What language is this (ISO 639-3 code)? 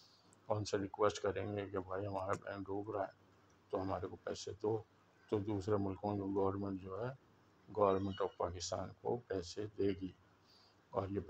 urd